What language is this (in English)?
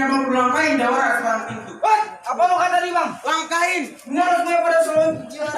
Betawi